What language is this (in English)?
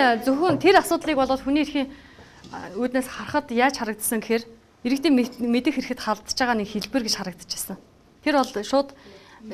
Mongolian